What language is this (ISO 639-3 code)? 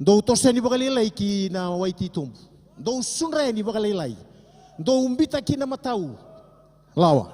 fij